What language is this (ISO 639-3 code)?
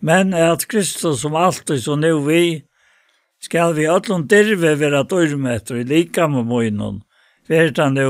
fao